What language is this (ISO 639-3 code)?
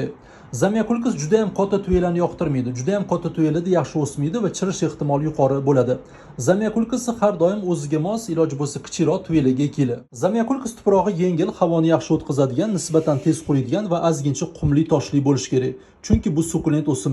uzb